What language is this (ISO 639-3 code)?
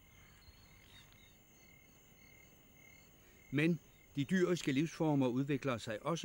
dan